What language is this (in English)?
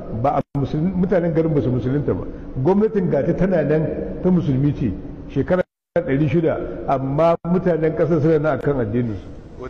Hausa